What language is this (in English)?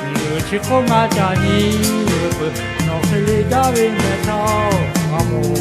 Lahu